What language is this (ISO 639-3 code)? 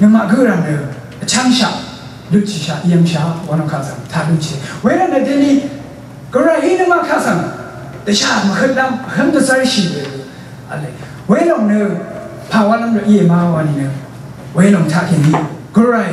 raw